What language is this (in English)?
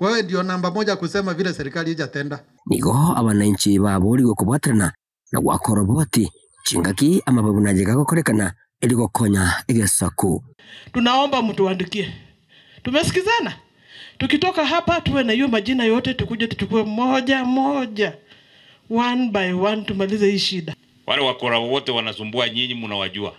Gusii